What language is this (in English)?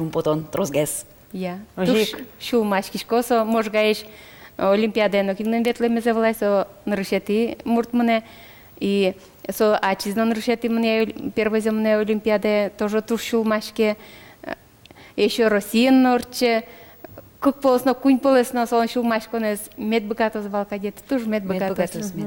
Udmurt